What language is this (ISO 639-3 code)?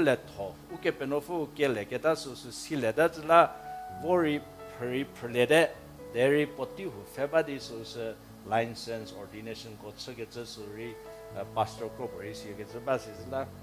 njm